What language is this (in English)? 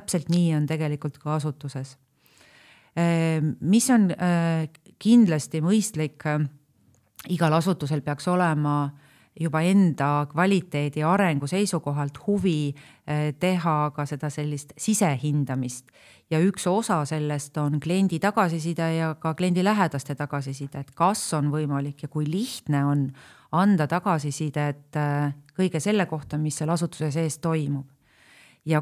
Estonian